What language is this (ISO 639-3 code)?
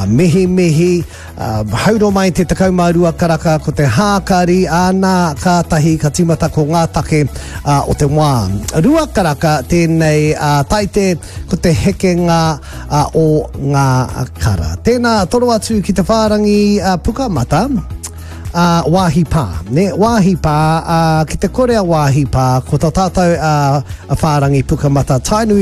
mri